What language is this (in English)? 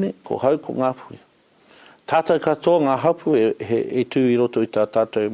Māori